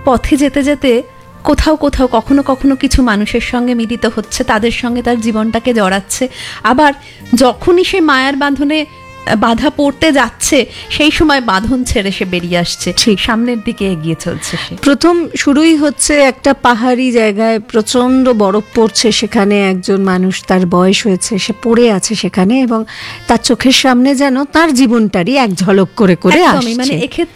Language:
Bangla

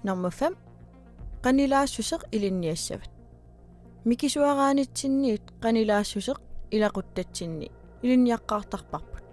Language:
Kalaallisut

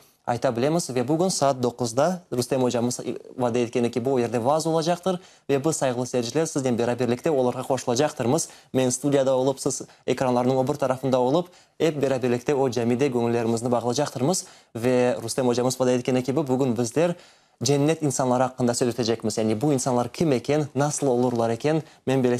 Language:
Crimean Tatar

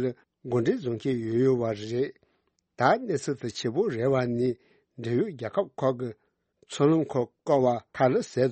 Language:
Tibetan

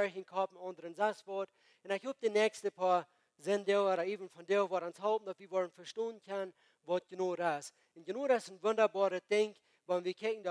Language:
Plautdietsch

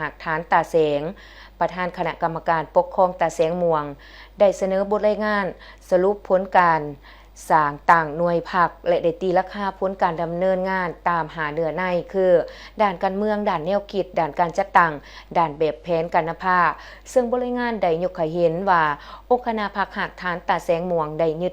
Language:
Lao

